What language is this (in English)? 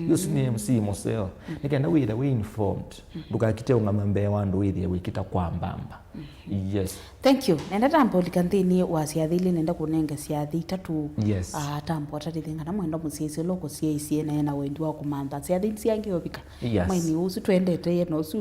Kamba